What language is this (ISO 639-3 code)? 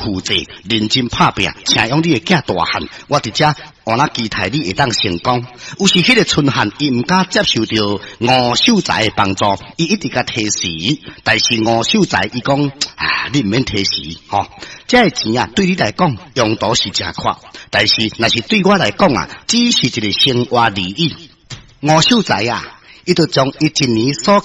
nan